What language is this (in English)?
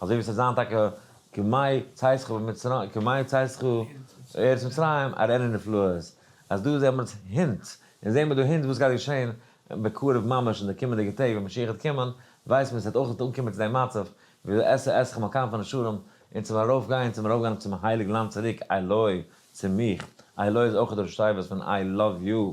Yiddish